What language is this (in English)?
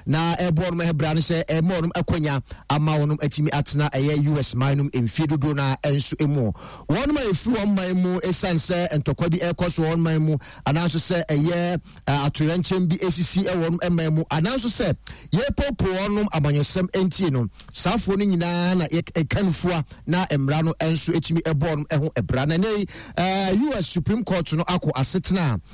Akan